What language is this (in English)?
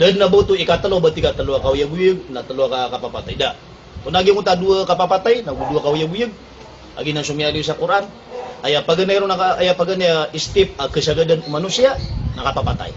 Maranao